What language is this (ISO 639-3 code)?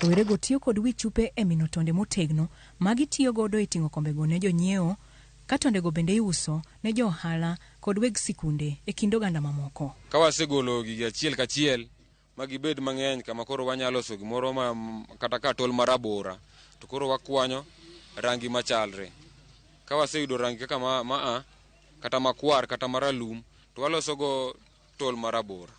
luo